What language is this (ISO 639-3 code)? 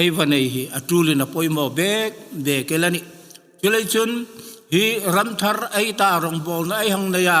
hmr